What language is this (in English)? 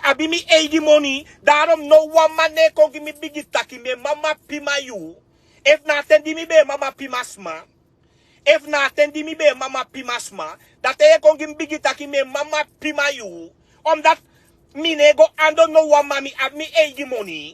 Sranan Tongo